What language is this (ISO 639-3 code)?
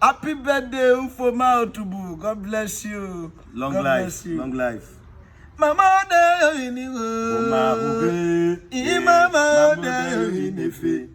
urh